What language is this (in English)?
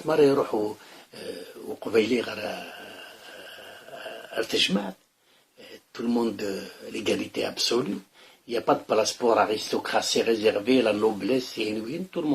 Kabyle